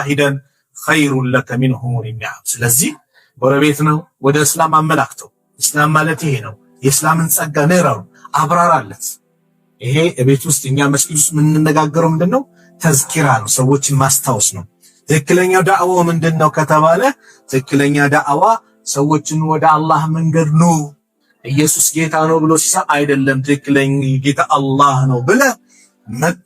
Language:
Amharic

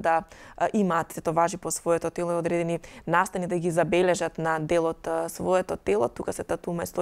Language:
Macedonian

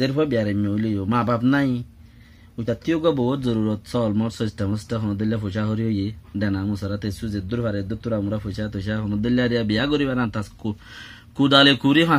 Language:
Rohingya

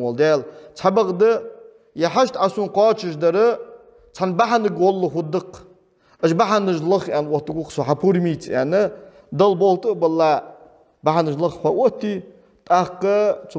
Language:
Ingush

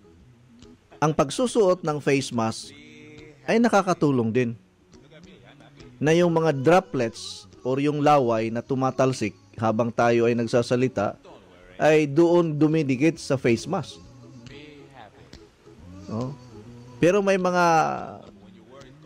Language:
Filipino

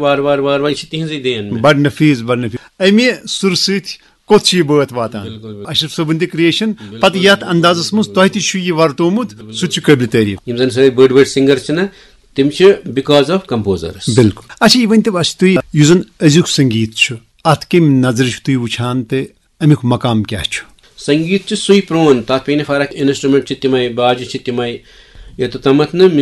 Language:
Kashmiri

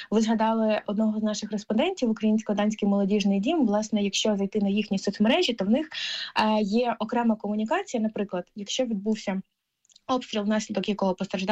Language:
Ukrainian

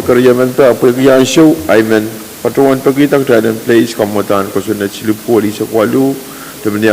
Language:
Pohnpeian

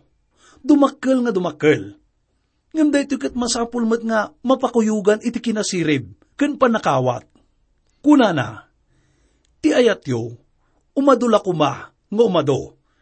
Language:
Iloko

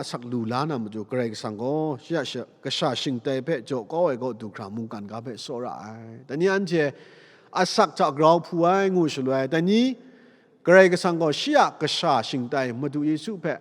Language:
Kachin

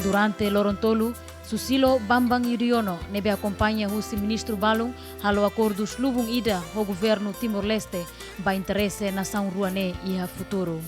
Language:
Tetum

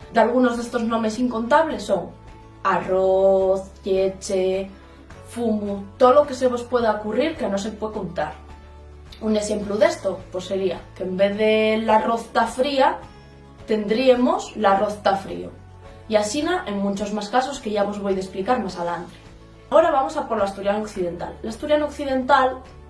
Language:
Asturian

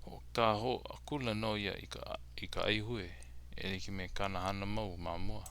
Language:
Hawaiian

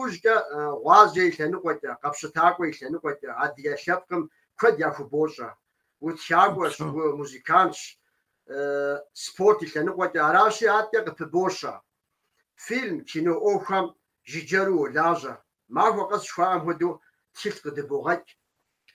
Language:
Kabardian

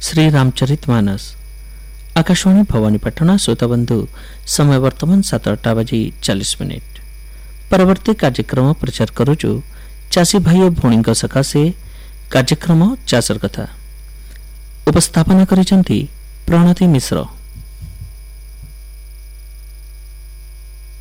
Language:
Odia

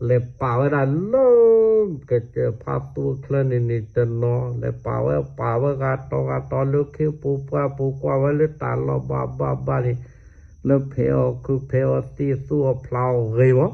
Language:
S'gaw Karen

